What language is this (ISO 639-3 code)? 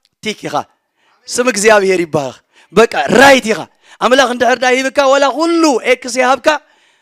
tir